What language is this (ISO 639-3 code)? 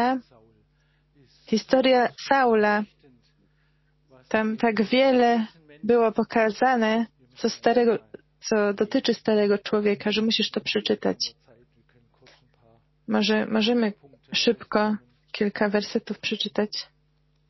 pol